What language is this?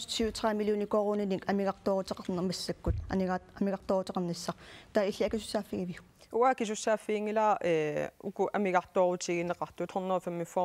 Kalaallisut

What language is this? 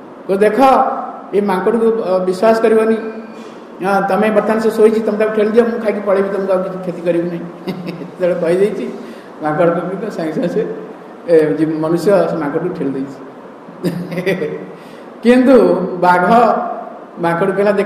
Odia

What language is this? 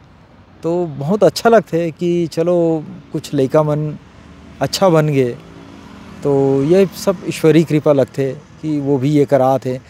Chhattisgarhi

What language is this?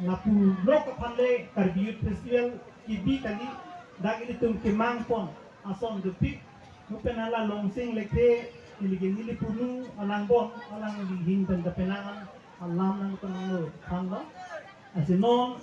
Karbi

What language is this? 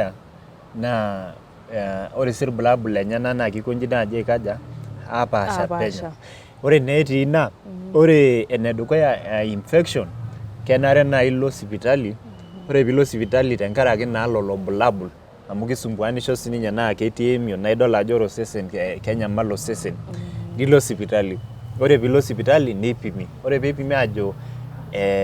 Masai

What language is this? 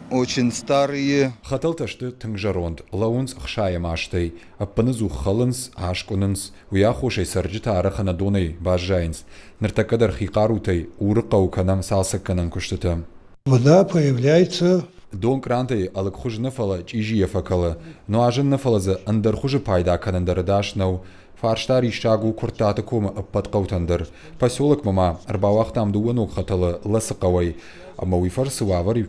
Ossetic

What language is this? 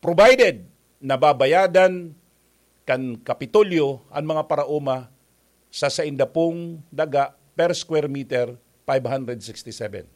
Bikol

